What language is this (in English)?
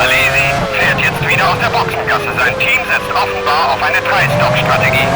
Bavarian